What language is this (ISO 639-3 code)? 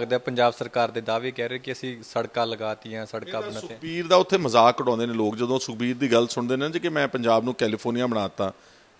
pan